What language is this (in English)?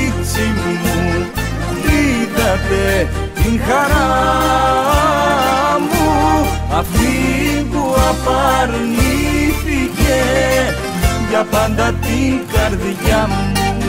Greek